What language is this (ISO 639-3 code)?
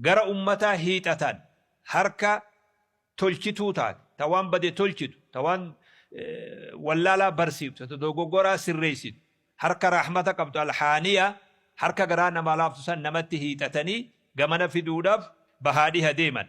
orm